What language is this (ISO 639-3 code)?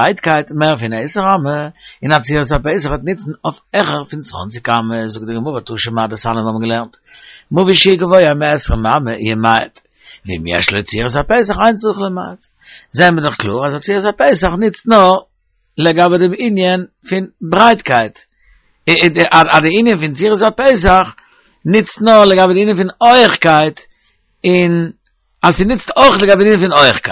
yid